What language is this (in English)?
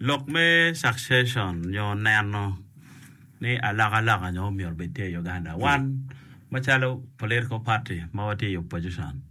Acoli